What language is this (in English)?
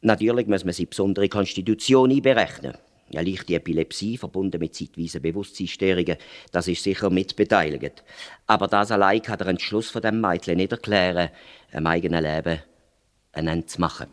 Swiss German